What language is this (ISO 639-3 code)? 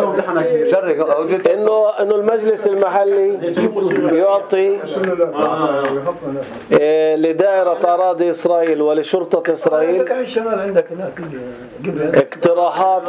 apc